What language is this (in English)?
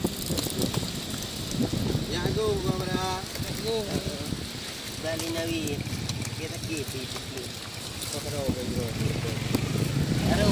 Malay